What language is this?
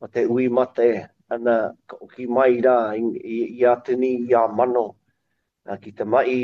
Māori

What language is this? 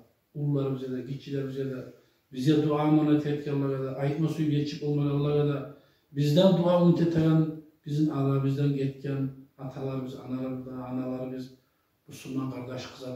Kumyk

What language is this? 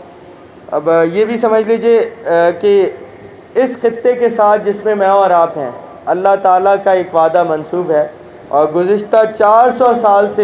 Urdu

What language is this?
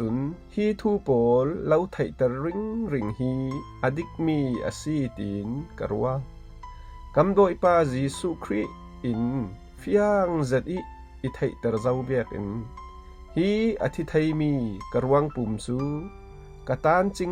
Falam Chin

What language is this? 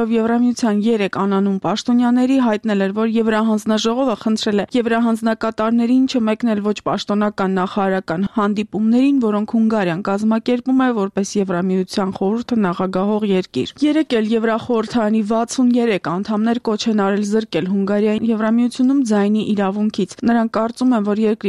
Armenian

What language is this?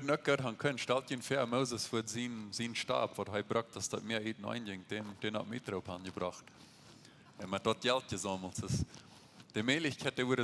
Plautdietsch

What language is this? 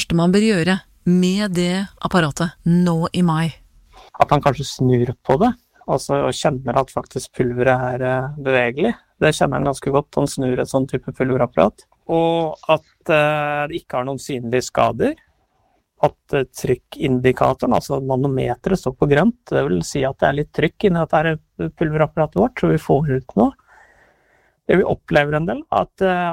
Norwegian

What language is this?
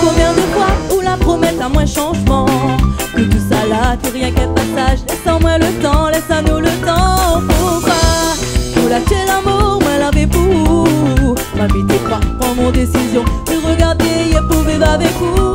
Réunion Creole French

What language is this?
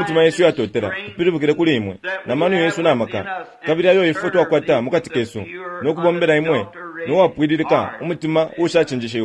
Bemba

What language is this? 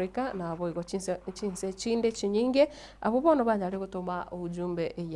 Gusii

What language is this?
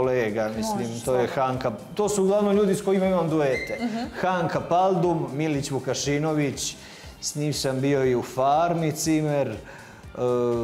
Serbian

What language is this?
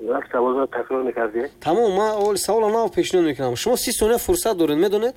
Tajik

